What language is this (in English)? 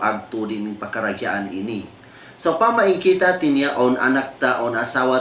Tausug